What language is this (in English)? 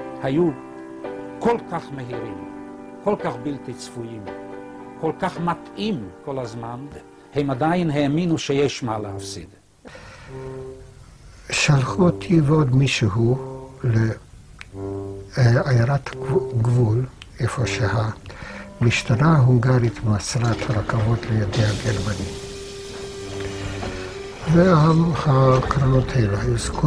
Hebrew